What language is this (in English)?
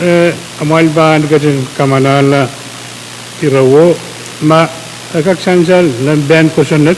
Pohnpeian